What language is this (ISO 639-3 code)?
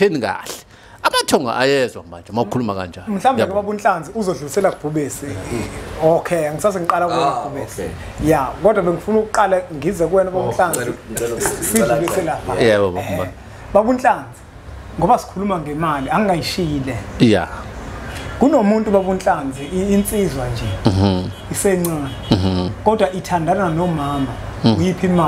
zul